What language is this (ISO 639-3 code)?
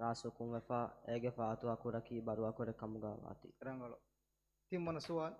div